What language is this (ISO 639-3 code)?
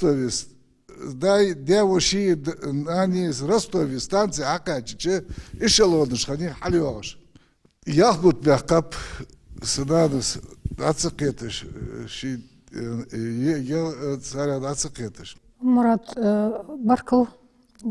inh